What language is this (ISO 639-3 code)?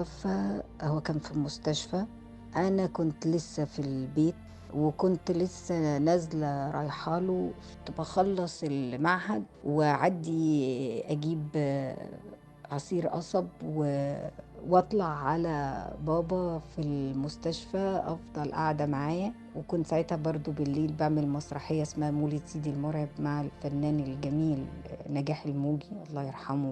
arz